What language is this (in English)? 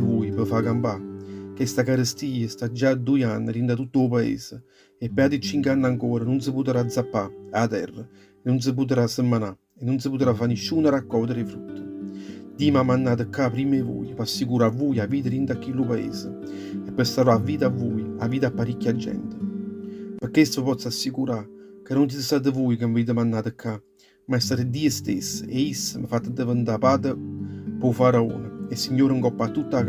Neapolitan